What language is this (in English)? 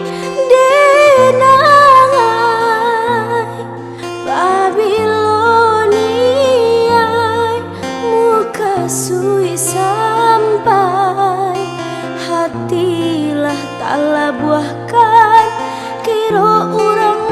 Minangkabau